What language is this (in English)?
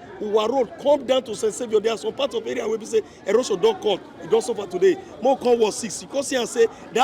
Nigerian Pidgin